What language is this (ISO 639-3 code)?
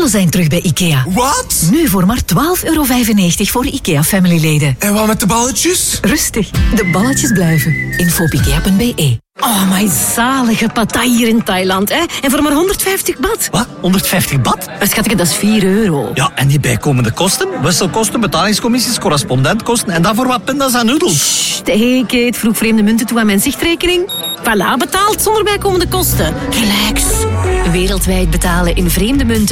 nld